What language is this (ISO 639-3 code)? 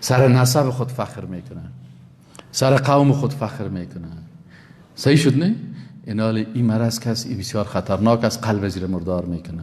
fas